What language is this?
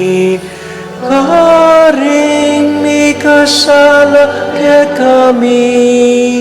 Pampanga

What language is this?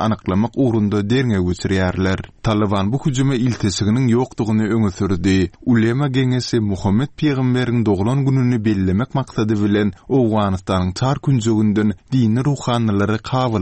Turkmen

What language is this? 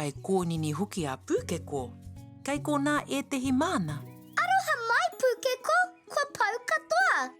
Māori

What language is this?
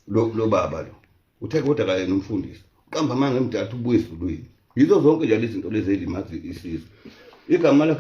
Zulu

